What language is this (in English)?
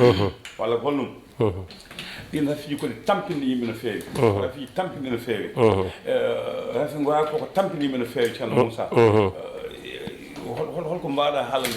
Fula